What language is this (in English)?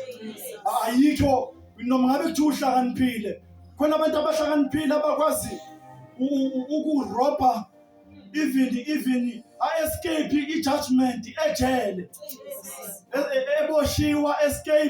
Zulu